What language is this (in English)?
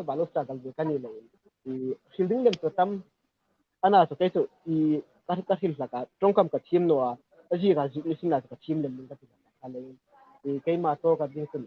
Hmar